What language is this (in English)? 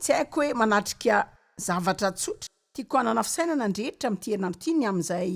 Malagasy